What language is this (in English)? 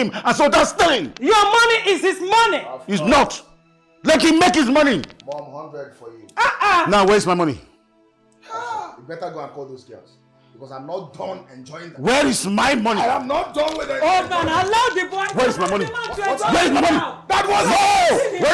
Nigerian Pidgin